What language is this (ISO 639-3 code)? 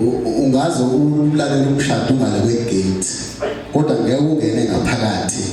zul